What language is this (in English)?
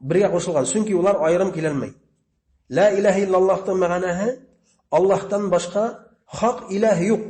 Bashkir